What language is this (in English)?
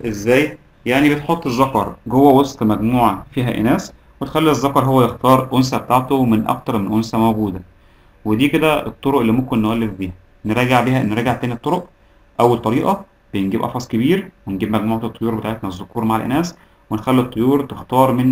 Egyptian Arabic